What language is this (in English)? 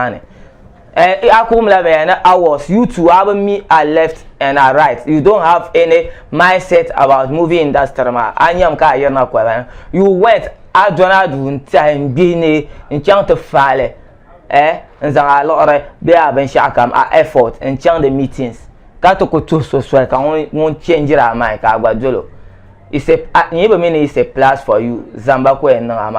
Dagbani